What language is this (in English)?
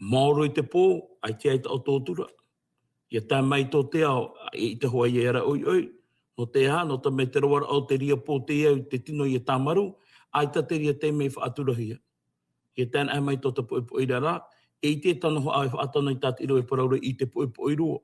Tahitian